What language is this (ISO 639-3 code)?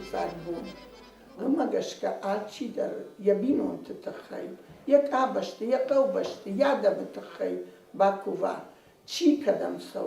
oss